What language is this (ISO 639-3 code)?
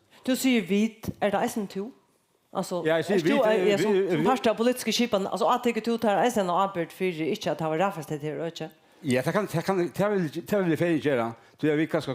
fao